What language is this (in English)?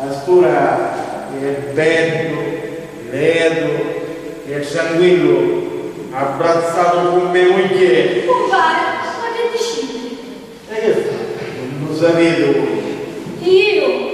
Sicilian